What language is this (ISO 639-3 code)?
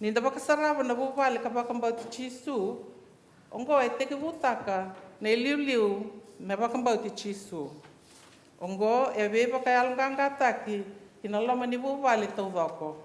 fij